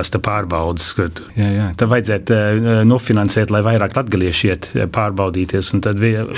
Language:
Latvian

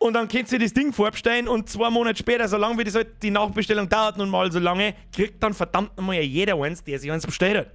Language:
Bavarian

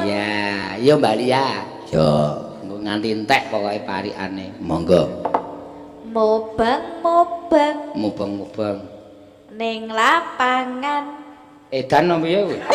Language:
Javanese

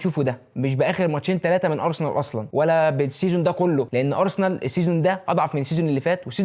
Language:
Egyptian Arabic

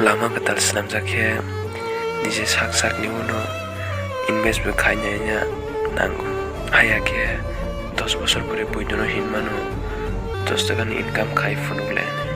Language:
Kok Borok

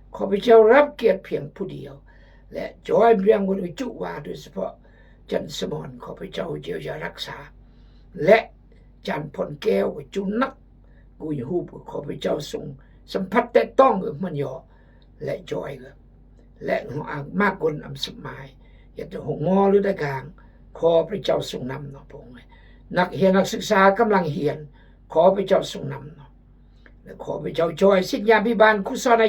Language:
Khmu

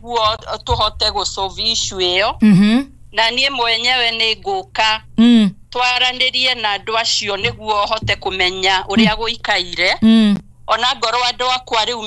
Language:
Kikuyu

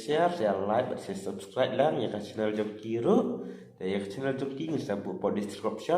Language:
Khasi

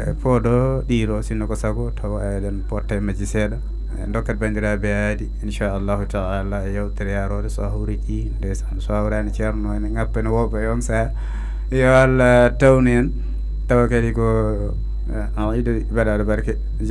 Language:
Fula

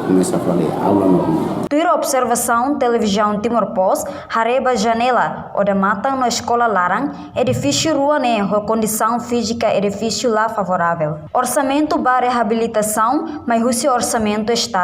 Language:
Tetum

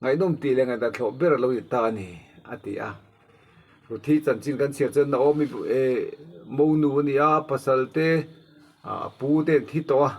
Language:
Mizo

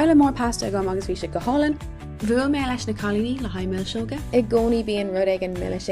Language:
Irish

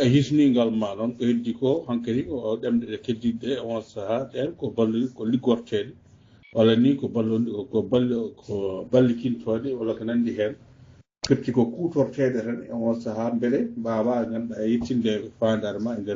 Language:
Fula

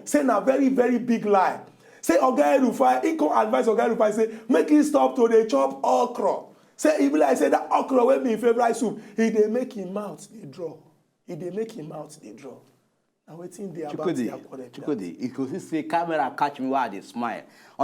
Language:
Nigerian Pidgin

